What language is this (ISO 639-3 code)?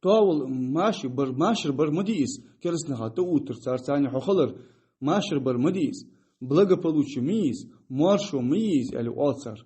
inh